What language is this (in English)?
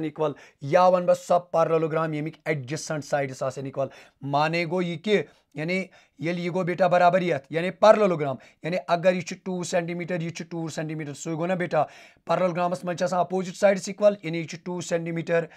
Kashmiri